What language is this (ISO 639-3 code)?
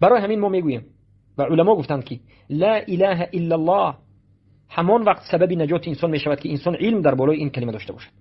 tgk